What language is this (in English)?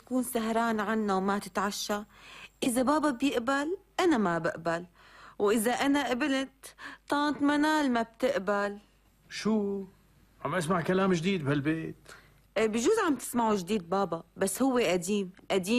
North Levantine Arabic